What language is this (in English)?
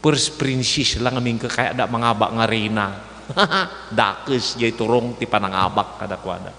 Iloko